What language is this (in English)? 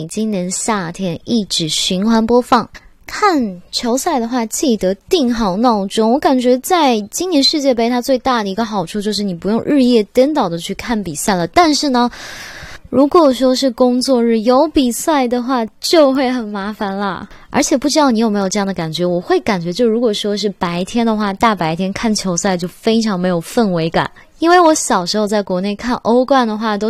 Chinese